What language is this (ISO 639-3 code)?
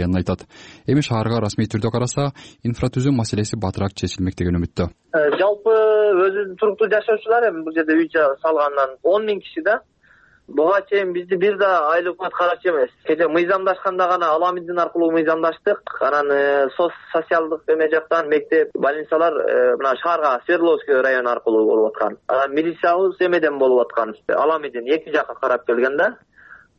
kir